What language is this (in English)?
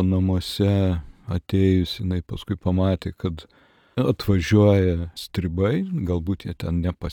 Lithuanian